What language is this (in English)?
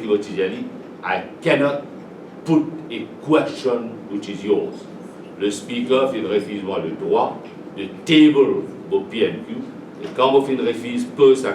Morisyen